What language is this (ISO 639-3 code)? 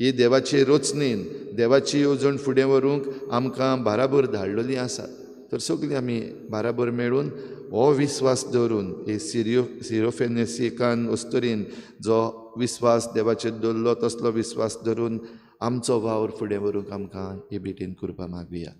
kok